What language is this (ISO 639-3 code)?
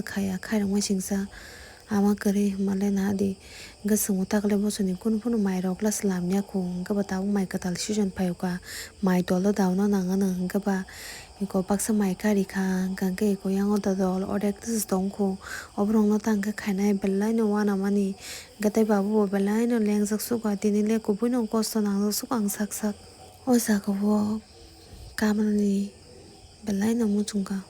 trp